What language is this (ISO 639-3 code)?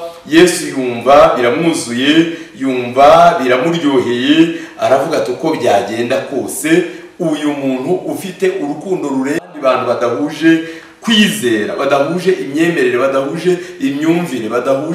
kin